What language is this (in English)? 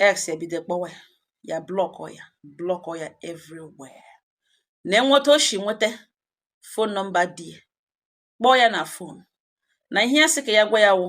Igbo